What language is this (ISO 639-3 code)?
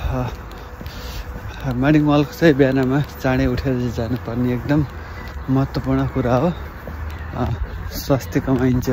nep